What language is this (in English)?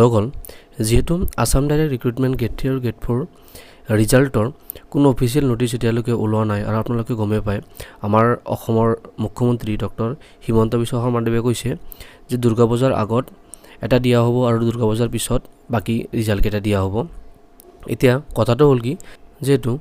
Assamese